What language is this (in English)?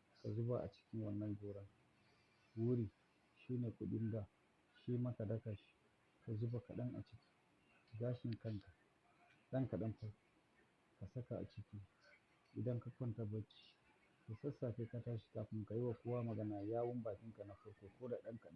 Hausa